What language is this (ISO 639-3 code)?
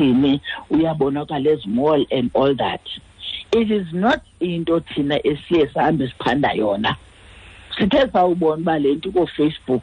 xho